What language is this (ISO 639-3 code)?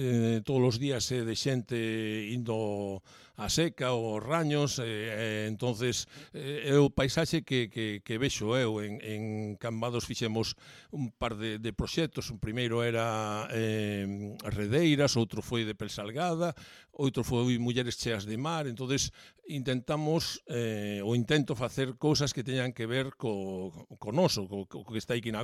glg